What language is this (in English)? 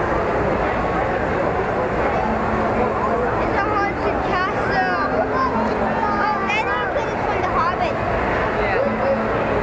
English